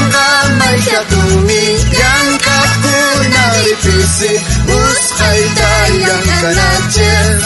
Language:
South Bolivian Quechua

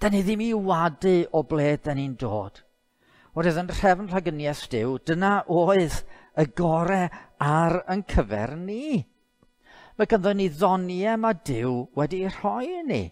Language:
Welsh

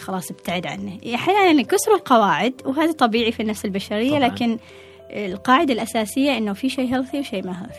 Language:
Gulf Arabic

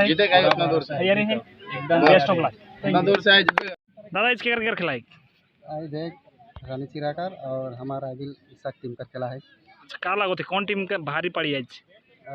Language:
Sadri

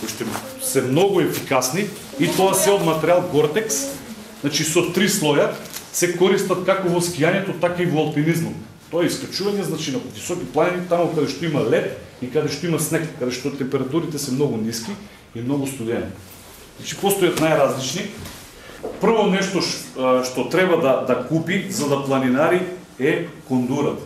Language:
Macedonian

